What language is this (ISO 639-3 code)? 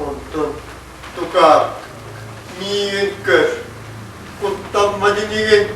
sah